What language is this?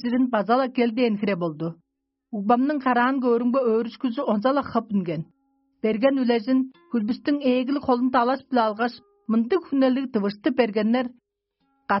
Tuvinian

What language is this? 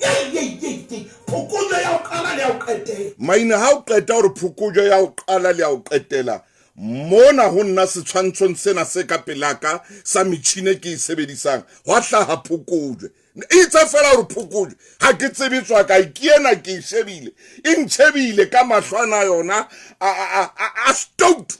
Southern Sotho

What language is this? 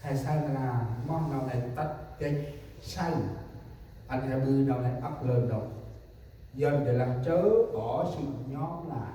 Central Mnong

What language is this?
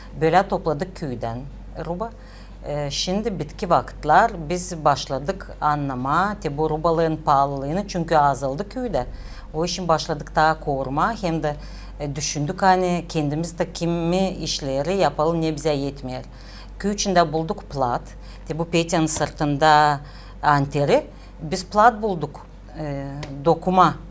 Gagauz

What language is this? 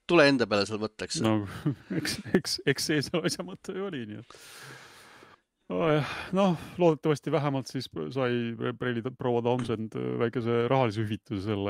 Estonian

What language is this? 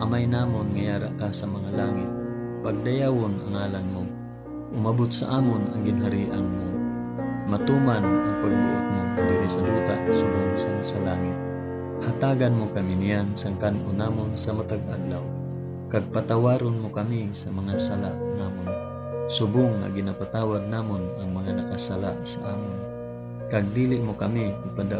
Hiligaynon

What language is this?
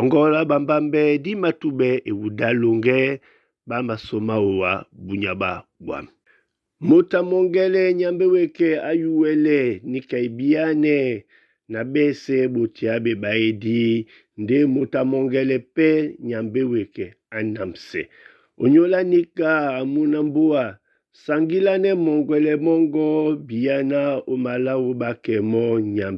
Duala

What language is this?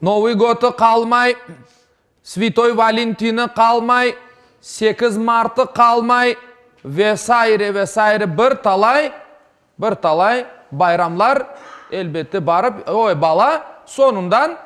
Crimean Tatar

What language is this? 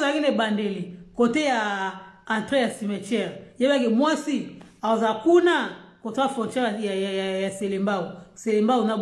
Lingala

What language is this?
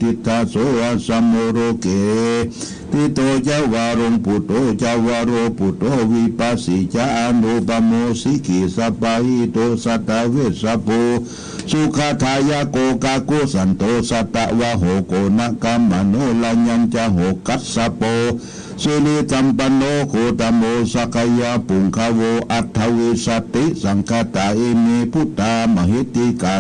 Pali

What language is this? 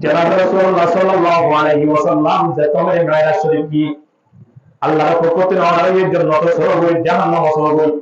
Rohingya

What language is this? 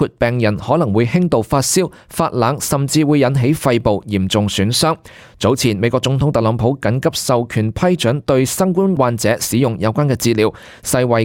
Cantonese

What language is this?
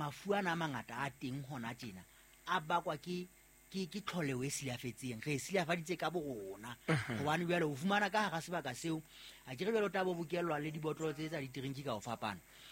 Southern Sotho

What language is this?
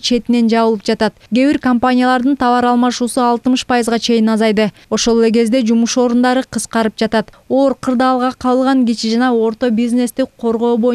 Kyrgyz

